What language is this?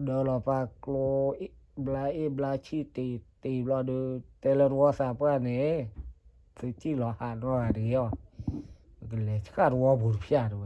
S'gaw Karen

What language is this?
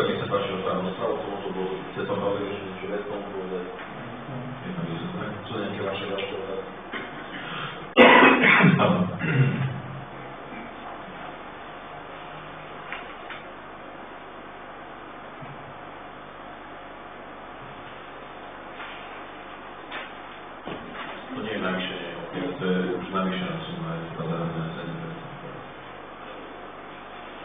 Slovak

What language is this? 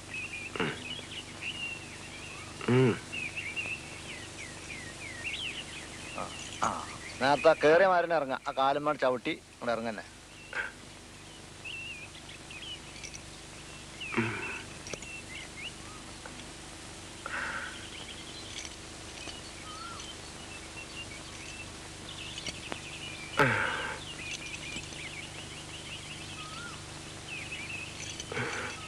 Malayalam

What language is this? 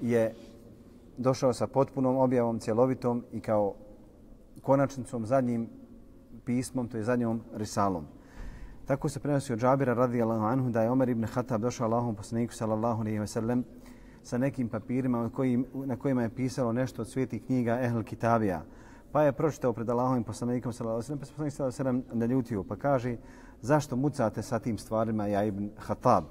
Bosnian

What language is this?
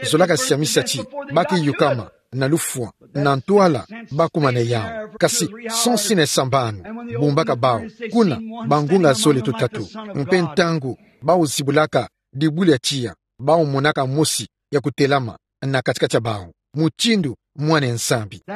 Kituba (Democratic Republic of Congo)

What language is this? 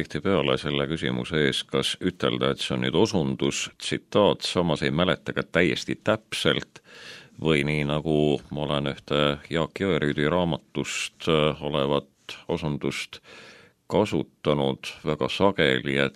Estonian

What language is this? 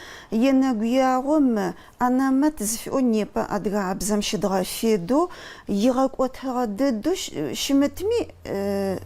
Adyghe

